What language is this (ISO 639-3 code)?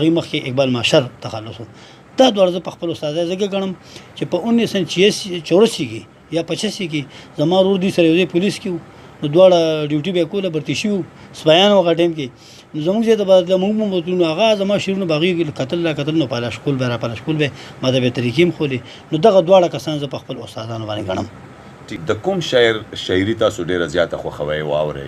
pus